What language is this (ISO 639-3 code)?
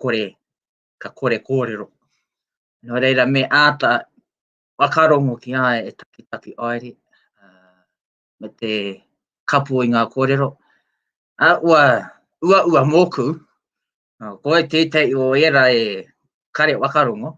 mri